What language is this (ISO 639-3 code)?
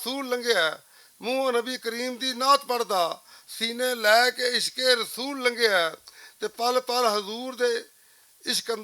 lah